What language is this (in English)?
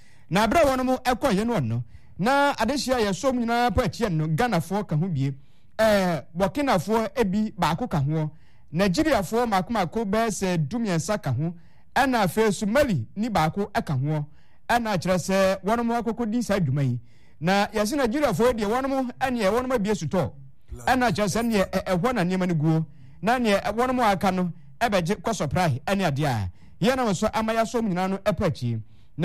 Akan